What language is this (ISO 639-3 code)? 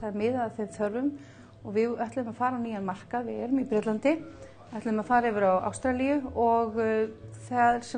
isl